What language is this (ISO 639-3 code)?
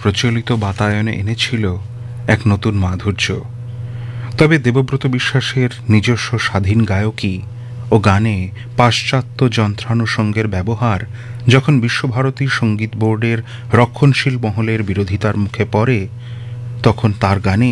ben